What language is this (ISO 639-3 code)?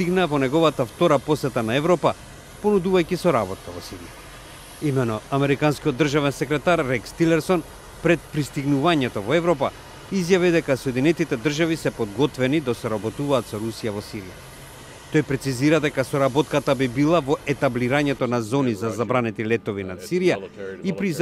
mkd